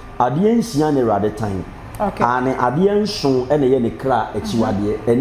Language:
Akan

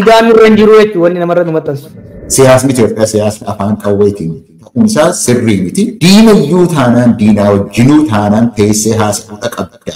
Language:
Oromo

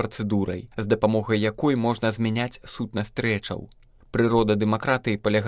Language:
Belarusian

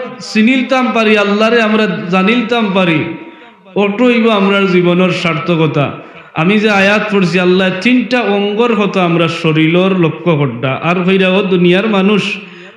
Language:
Sylheti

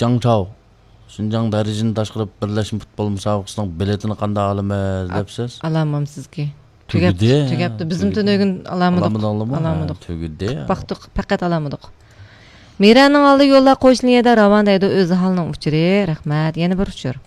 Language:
Uyghur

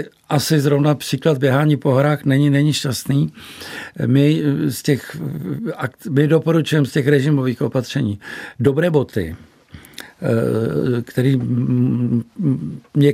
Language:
Czech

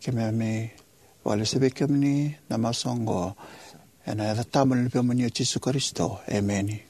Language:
Fijian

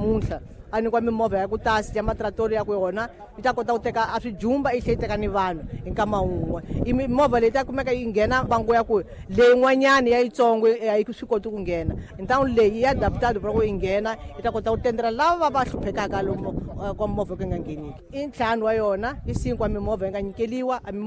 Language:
Tsonga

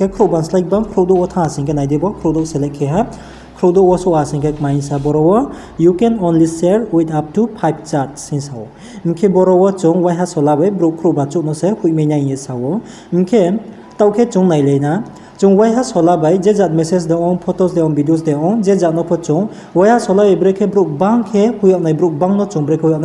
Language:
Riang (India)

